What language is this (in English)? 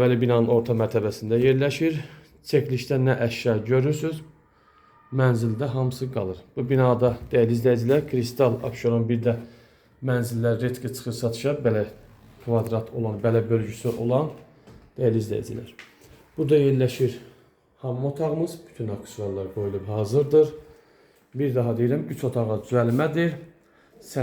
Azerbaijani